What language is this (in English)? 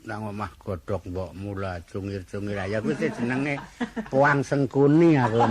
Javanese